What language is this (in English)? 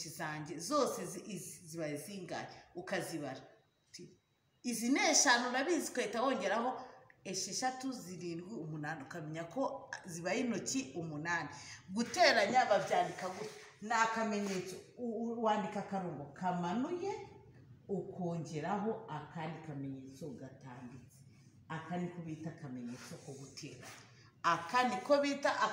Kinyarwanda